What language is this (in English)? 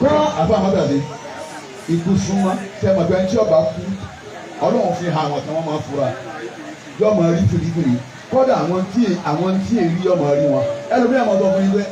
Yoruba